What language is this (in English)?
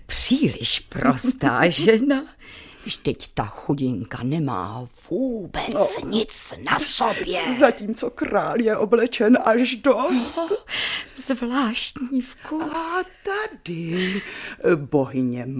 Czech